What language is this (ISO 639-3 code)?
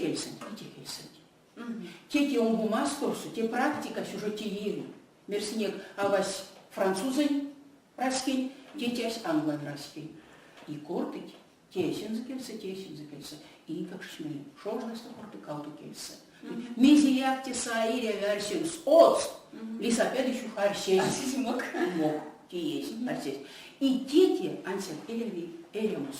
myv